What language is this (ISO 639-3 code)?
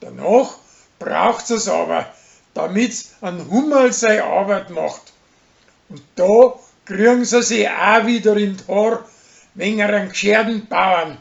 bar